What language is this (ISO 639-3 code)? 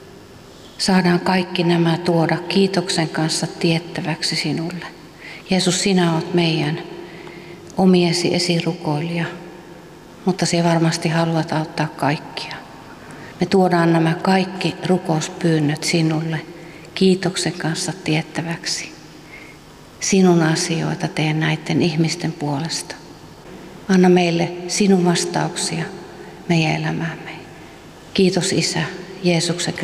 fin